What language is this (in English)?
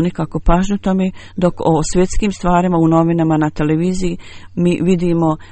Bosnian